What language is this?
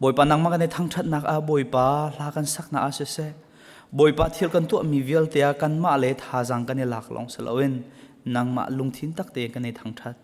Hakha Chin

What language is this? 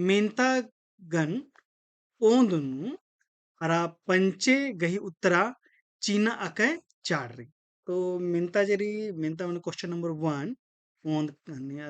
Kurukh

